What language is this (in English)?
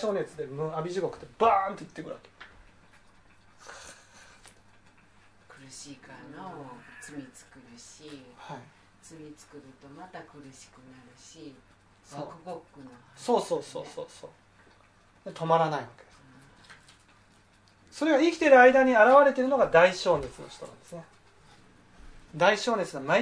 Japanese